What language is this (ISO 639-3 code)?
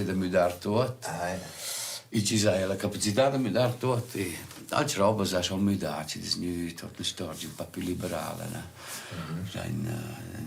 roh